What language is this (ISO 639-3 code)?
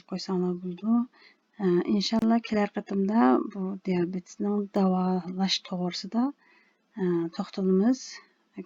uig